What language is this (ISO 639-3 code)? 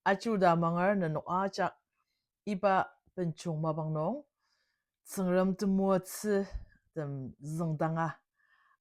njo